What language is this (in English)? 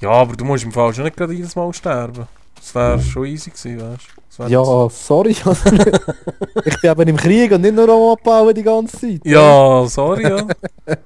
Swiss German